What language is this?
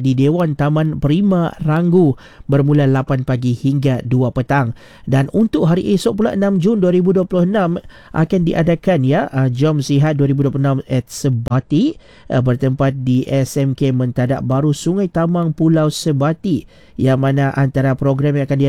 Malay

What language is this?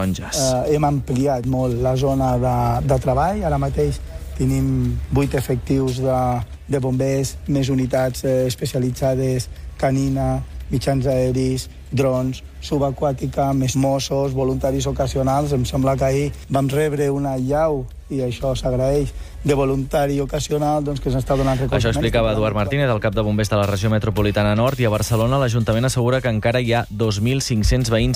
Catalan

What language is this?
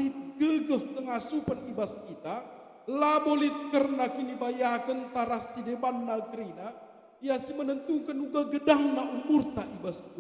Batak Karo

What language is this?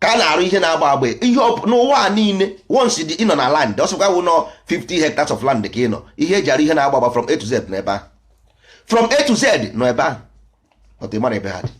Igbo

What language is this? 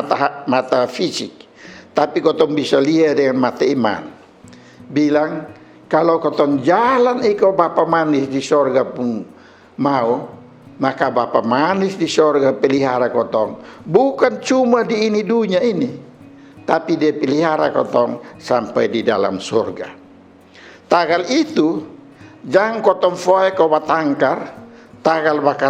Kupang Malay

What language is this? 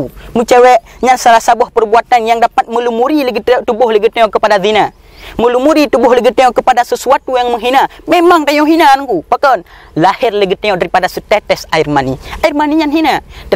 Achinese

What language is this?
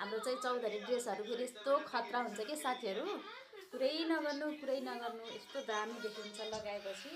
Nepali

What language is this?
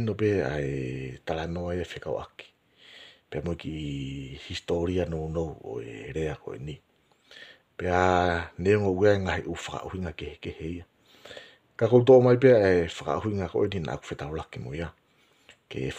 Tongan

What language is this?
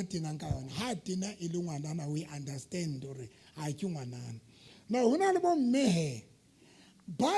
Southern Sotho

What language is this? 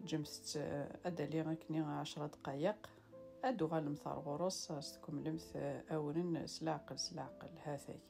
Kabyle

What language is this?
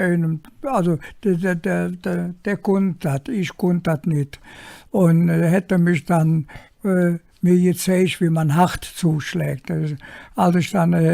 Colognian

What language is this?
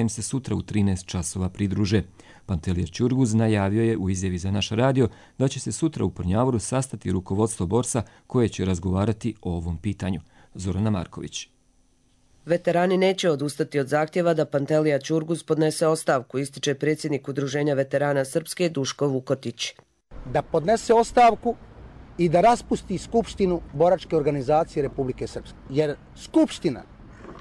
Croatian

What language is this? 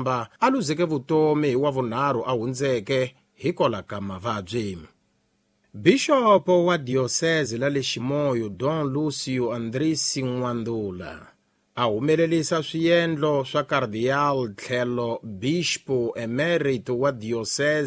Tsonga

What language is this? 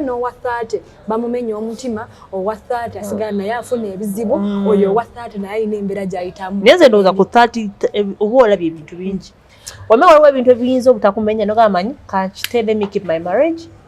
Ganda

